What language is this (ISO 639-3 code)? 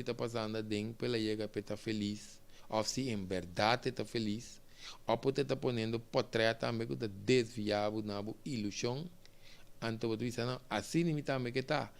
pap